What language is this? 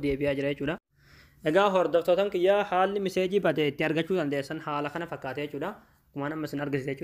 Oromo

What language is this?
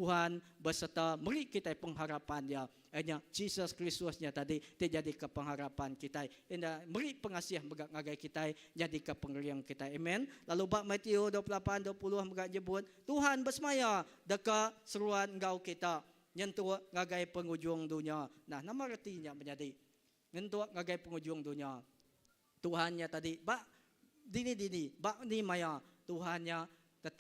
Iban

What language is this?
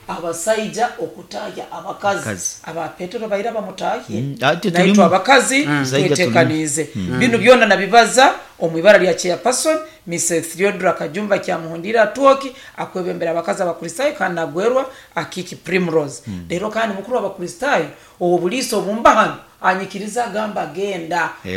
Nyoro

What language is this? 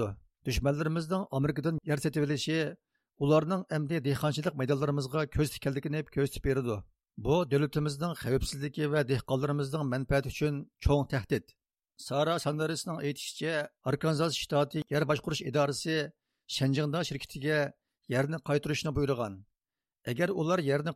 Uyghur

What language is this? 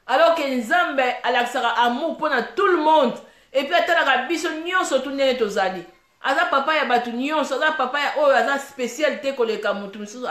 Lingala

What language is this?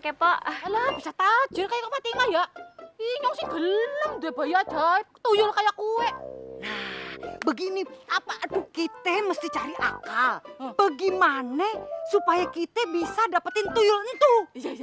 Betawi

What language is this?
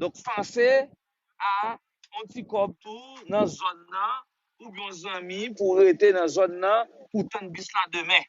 Haitian Creole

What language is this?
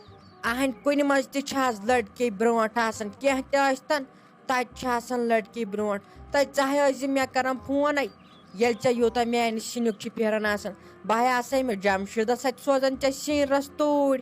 Kashmiri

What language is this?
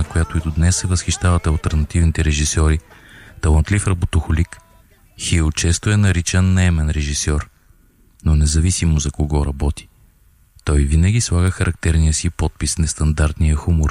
Bulgarian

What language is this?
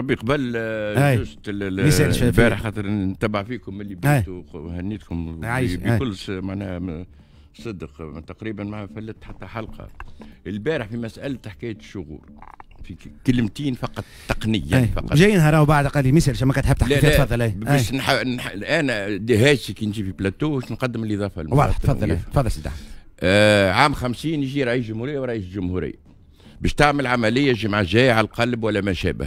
Tunisian Arabic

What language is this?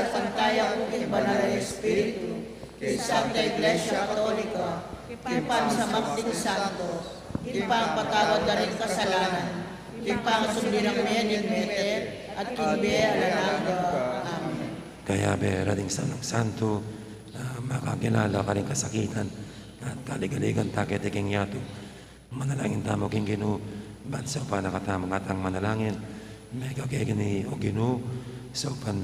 Pampanga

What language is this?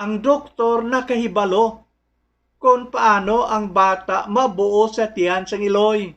Hiligaynon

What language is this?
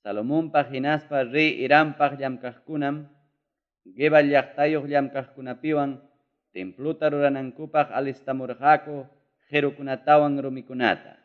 Ayacucho Quechua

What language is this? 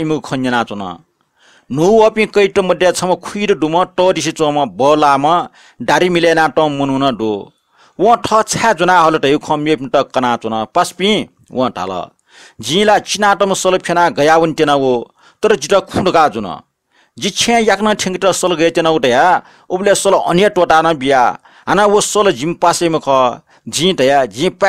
Newari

